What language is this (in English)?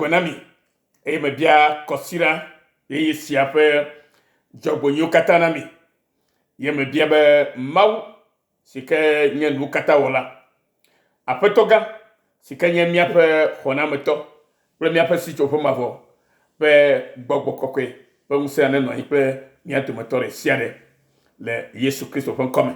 Ewe